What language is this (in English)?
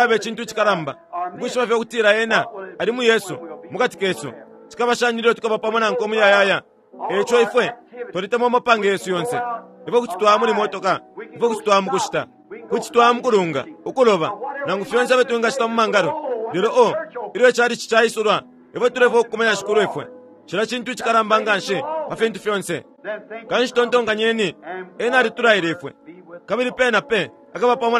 Bemba